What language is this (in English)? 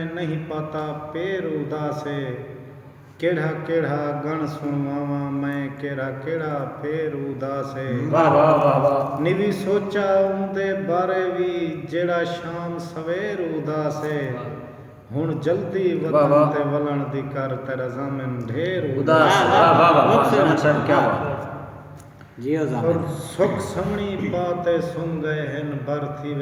Saraiki